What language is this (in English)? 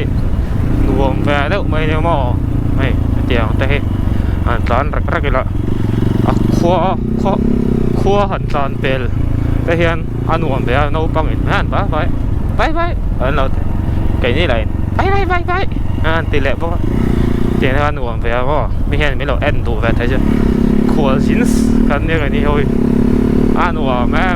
Mizo